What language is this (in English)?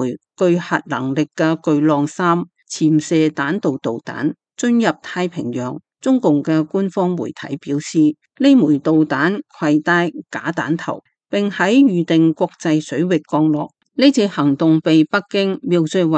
Cantonese